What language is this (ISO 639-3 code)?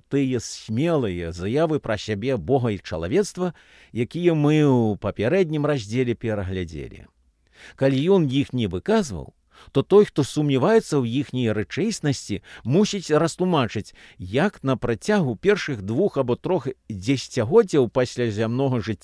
bel